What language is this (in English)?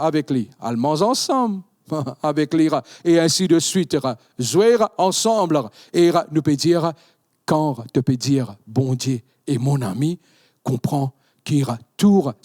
Morisyen